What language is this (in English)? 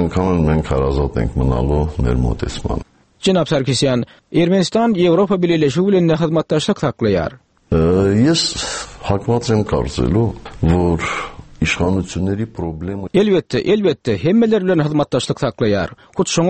Turkmen